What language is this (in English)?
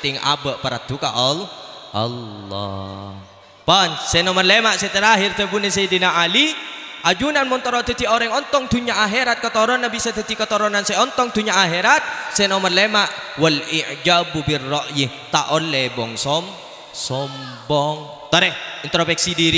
Madurese